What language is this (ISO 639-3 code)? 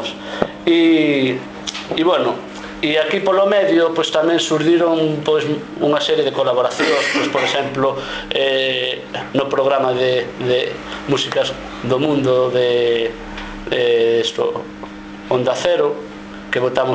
glg